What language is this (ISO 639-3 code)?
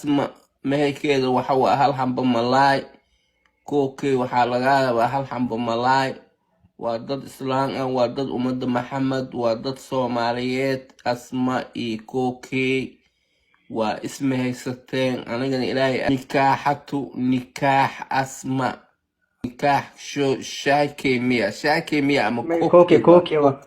som